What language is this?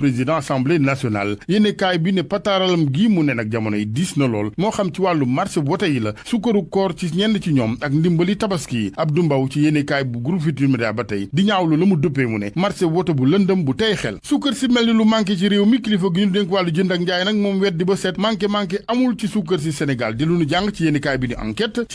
Wolof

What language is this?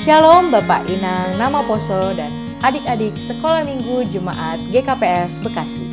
Batak Simalungun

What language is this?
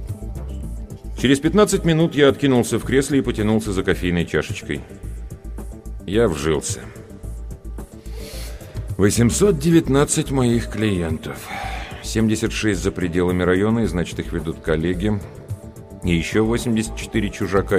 Russian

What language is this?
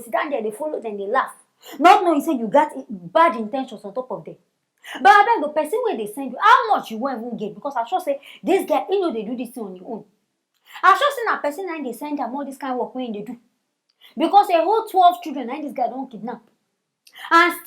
Nigerian Pidgin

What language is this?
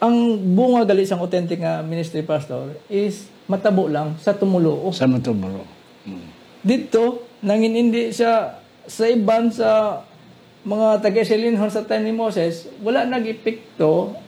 Hiligaynon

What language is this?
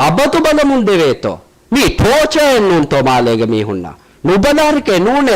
Divehi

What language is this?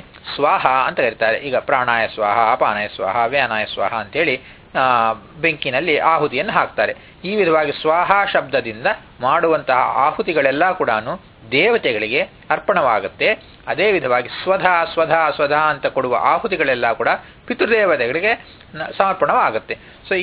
Kannada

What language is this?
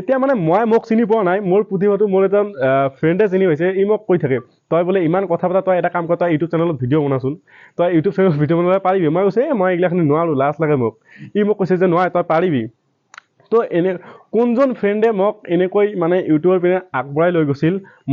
Assamese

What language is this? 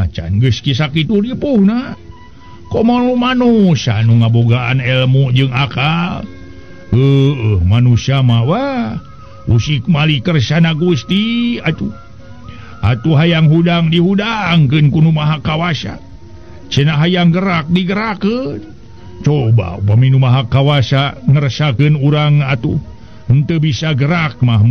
Sundanese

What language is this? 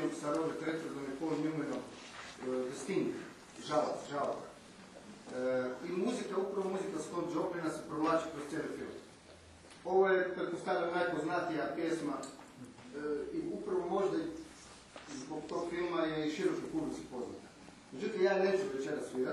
Croatian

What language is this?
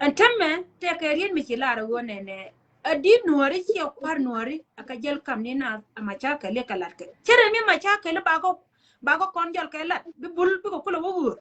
Nuer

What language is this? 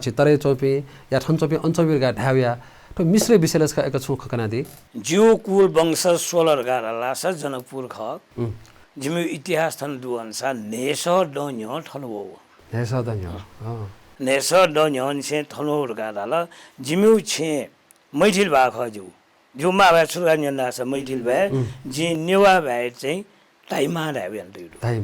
Newari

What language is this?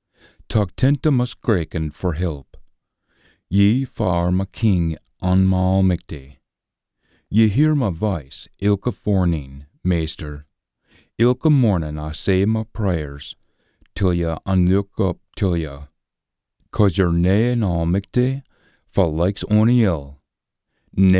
Scots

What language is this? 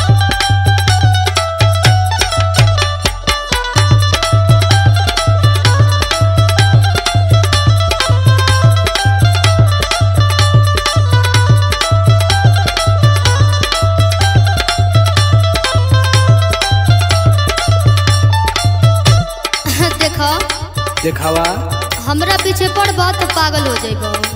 Bhojpuri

